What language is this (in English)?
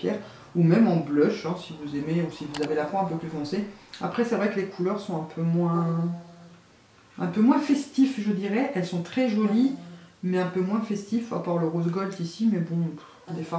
French